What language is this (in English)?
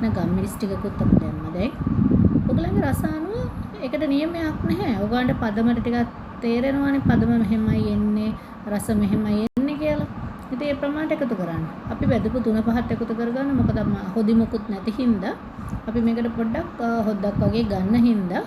Sinhala